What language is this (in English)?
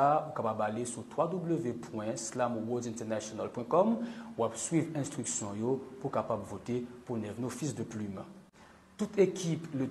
Haitian Creole